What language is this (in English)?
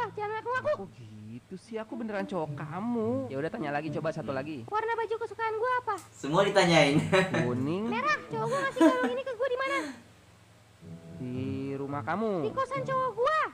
Indonesian